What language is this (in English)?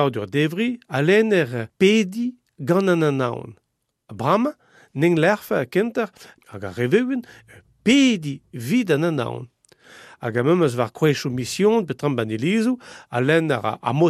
Breton